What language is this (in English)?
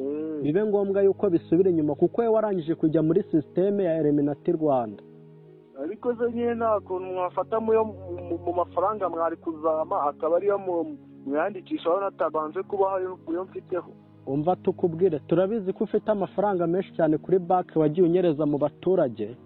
Kinyarwanda